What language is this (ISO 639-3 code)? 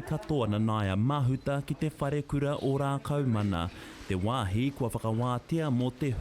mri